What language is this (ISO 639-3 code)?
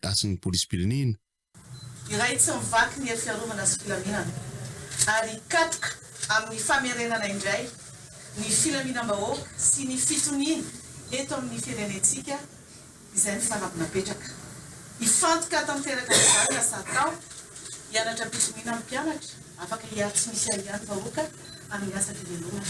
mlg